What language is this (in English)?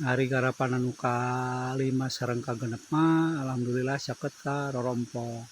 Sundanese